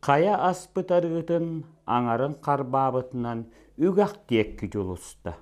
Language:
Yakut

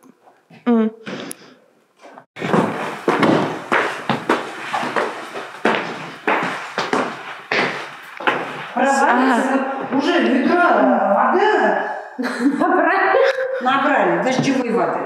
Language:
Russian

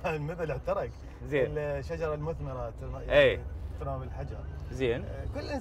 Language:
Mesopotamian Arabic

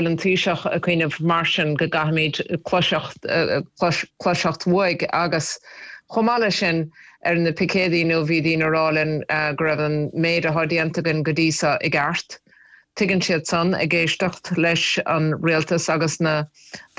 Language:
Irish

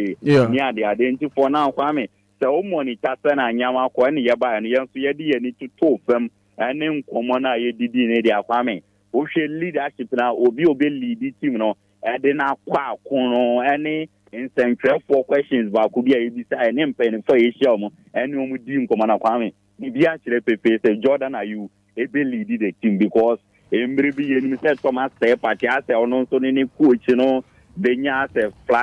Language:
Akan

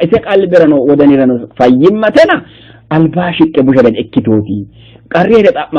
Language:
Sidamo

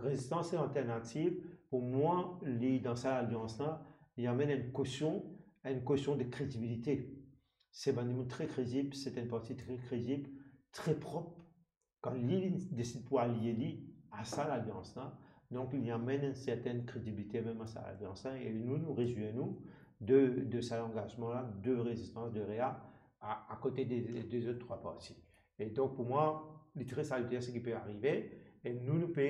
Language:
Morisyen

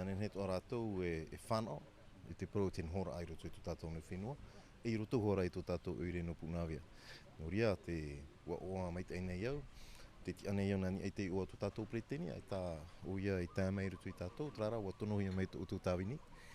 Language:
Tahitian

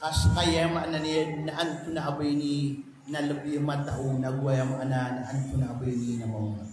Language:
Maranao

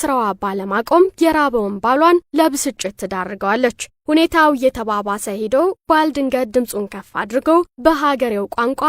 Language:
Amharic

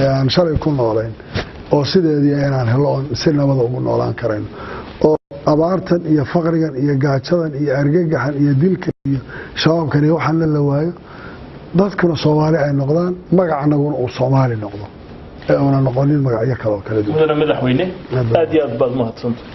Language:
Somali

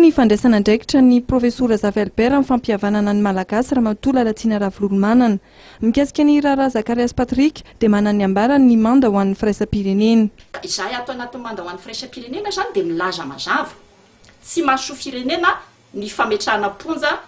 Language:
Malagasy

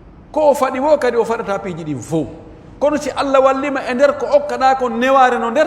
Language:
Pular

